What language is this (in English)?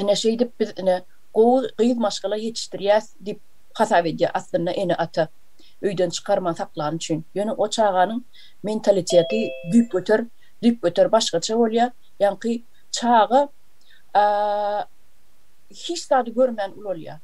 Turkmen